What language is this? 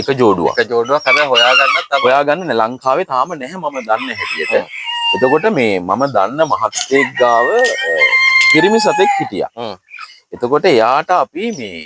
Sinhala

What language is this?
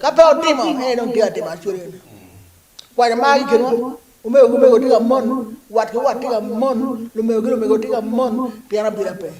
Acoli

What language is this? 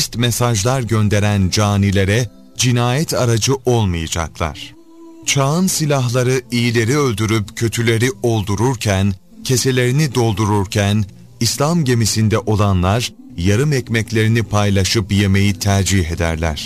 Turkish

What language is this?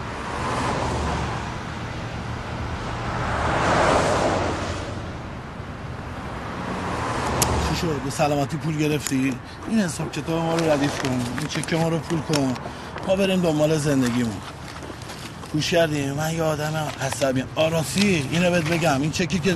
Persian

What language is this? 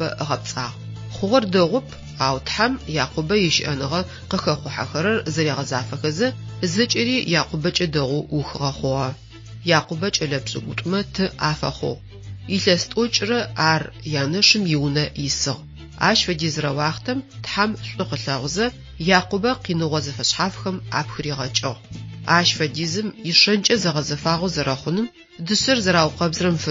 Adyghe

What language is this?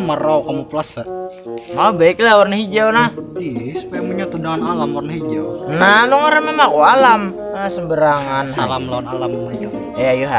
Banjar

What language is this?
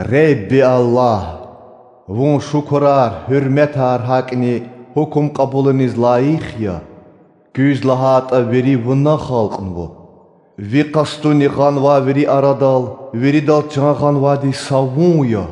Lezghian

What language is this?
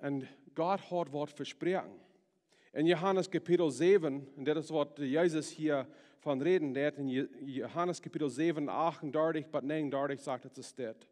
Plautdietsch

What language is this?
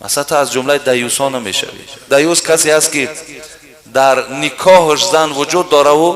Tajik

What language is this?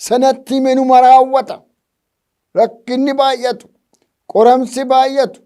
Oromo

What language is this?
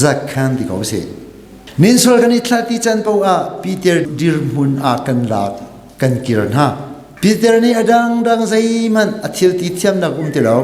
Hakha Chin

